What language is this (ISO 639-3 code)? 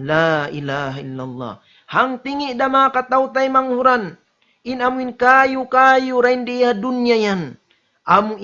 tsg